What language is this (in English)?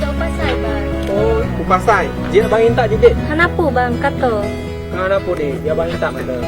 Achinese